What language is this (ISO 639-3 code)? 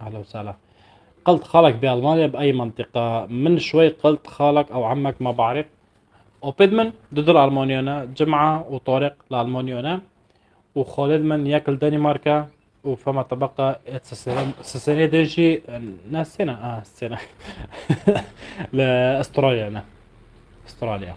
apc